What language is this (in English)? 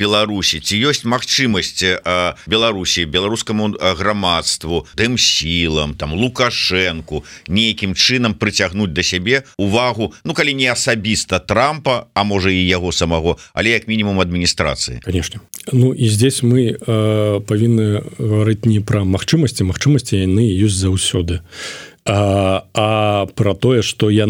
Belarusian